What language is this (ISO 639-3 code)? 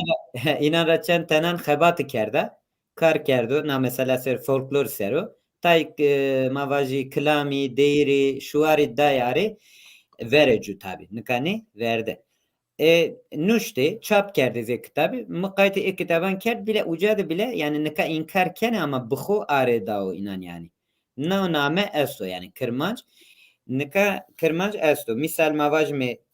zza